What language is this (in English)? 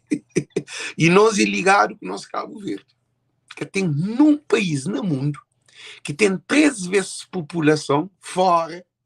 Kabuverdianu